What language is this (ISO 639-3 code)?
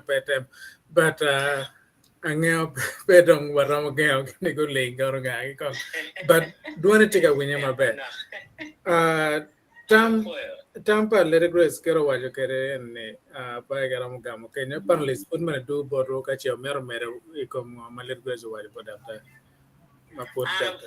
ach